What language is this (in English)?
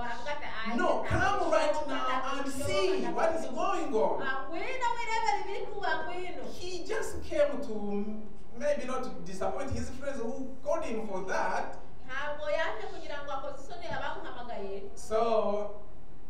Kinyarwanda